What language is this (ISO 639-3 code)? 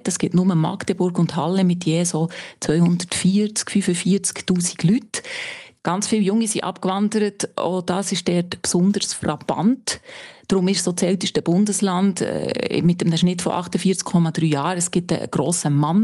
deu